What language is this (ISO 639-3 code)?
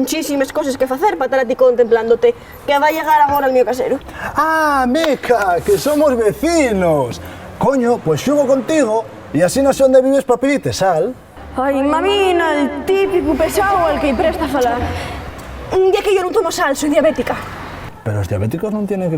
ast